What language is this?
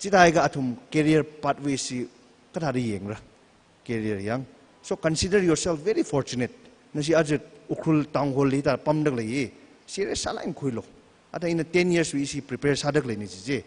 Tangkhul Naga (India)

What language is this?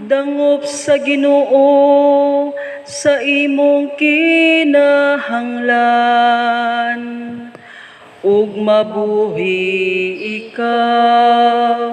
Cebuano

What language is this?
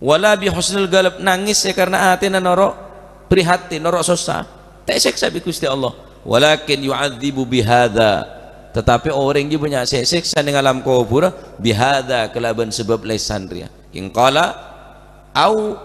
Madurese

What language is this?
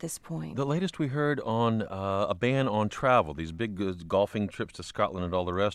English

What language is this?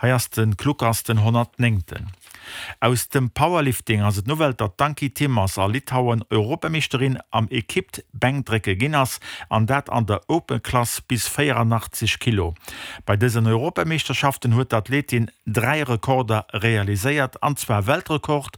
Luxembourgish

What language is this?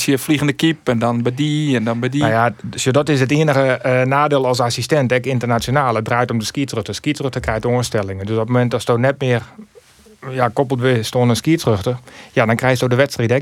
Western Frisian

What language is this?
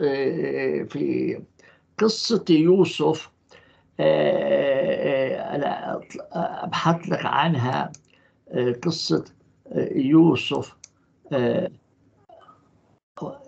Arabic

